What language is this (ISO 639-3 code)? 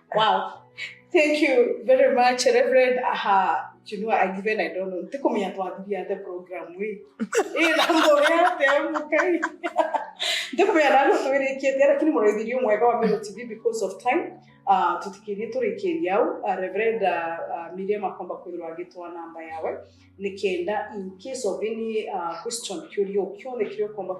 mer